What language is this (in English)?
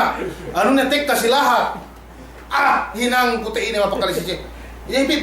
Yakan